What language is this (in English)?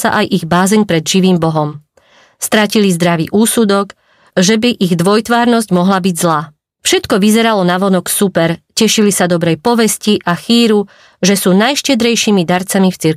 Slovak